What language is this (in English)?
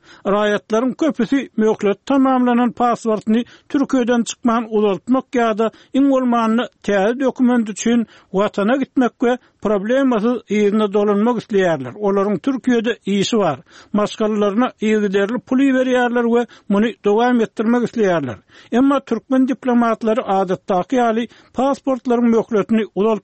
Turkmen